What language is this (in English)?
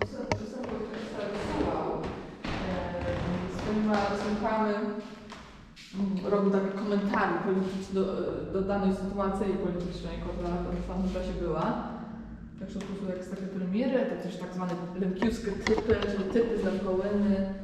Rusyn